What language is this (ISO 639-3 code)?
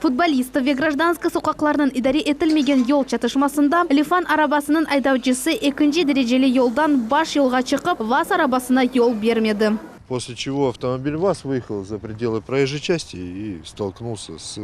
crh